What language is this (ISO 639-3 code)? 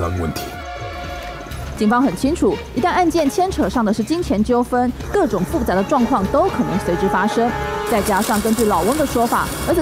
zho